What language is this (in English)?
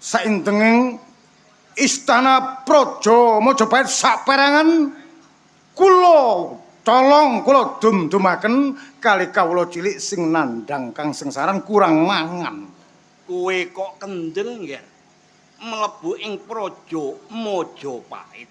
Javanese